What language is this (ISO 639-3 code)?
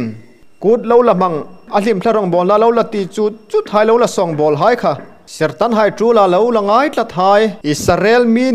hmr